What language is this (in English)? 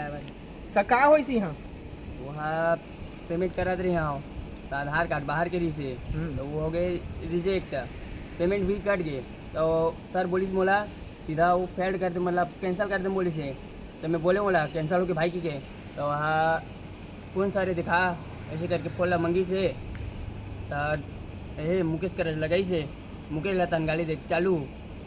Chhattisgarhi